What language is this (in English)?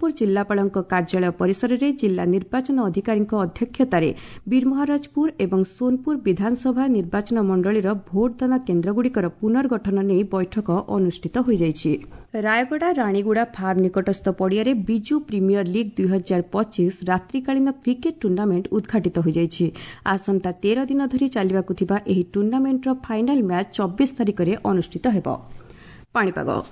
Odia